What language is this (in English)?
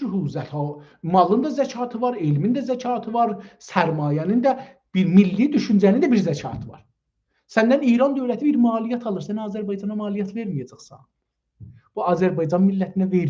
South Azerbaijani